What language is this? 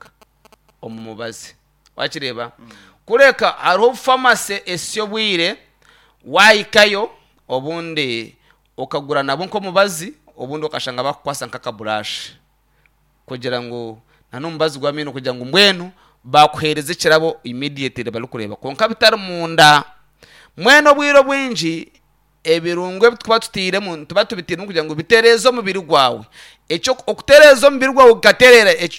Nyankole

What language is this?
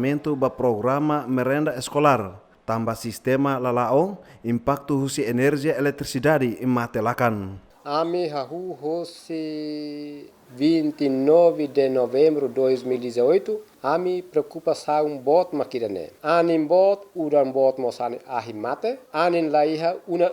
Tetum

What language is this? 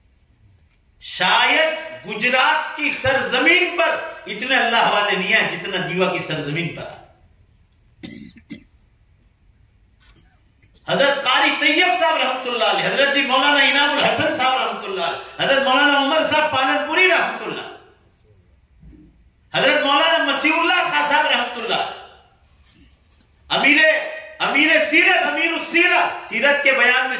Urdu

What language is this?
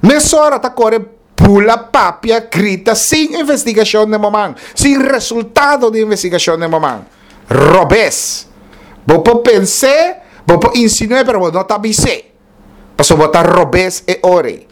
Papiamento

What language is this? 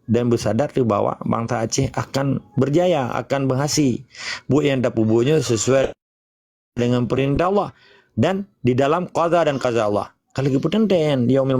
Achinese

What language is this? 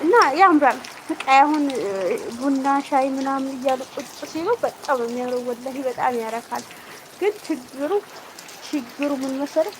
Amharic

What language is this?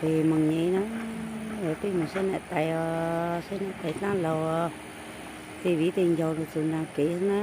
Hmong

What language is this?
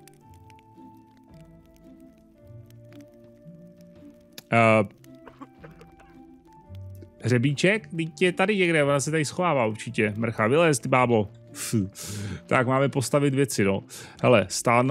Czech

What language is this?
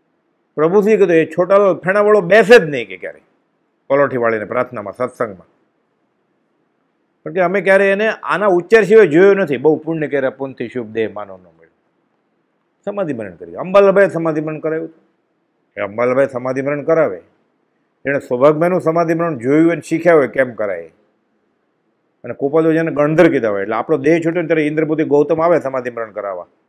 Gujarati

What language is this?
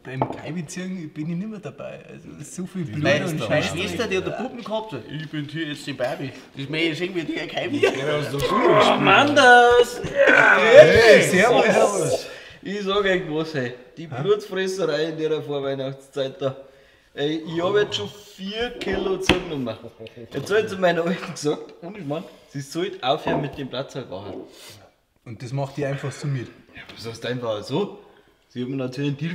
Bavarian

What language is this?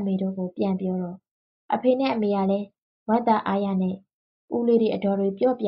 Burmese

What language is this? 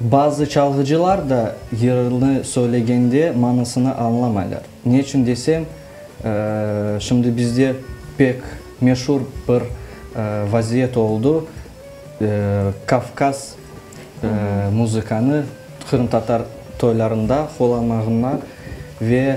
Crimean Tatar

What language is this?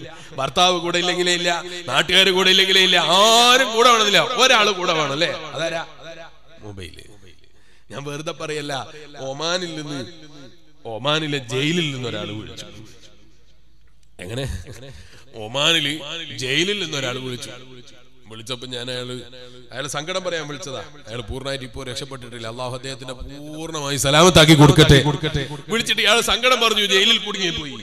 Malayalam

